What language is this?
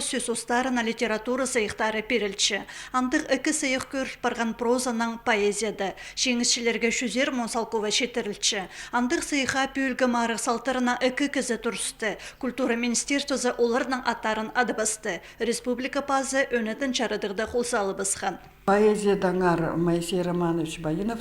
Khakas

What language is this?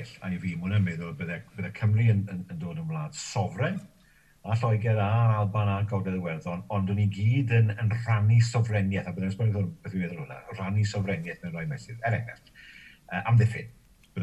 Welsh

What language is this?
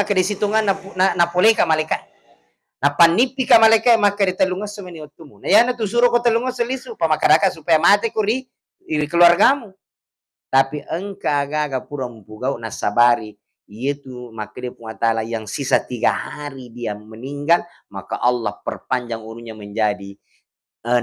Buginese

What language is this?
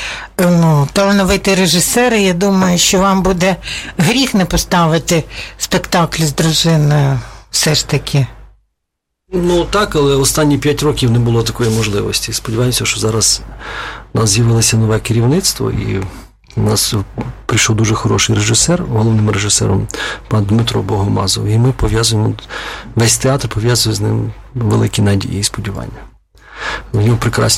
Ukrainian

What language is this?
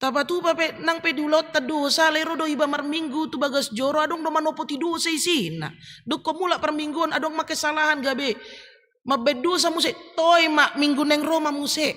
Batak Toba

